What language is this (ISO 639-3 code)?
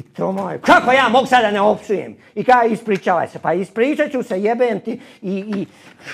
hrv